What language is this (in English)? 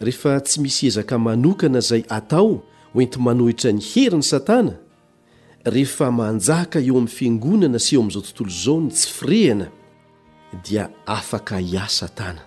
Malagasy